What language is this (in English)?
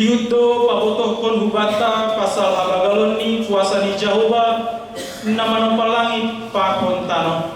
Batak Simalungun